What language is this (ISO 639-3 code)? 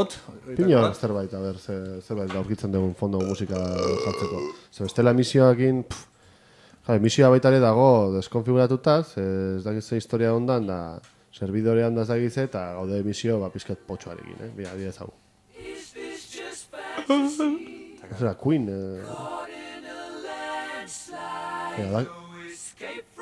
eus